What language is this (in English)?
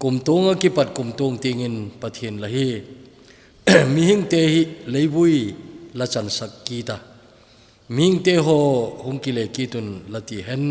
Thado Chin